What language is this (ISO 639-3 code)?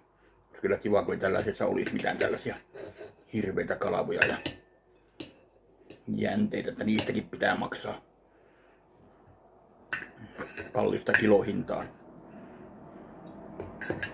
fin